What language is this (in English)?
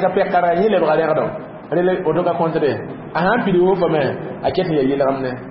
Mossi